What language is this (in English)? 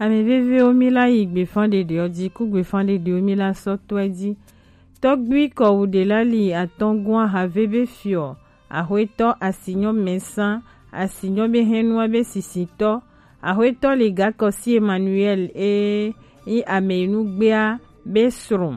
Gen